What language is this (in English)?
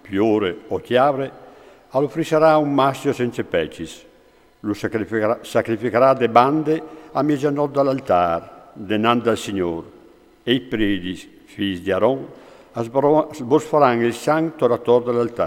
Friulian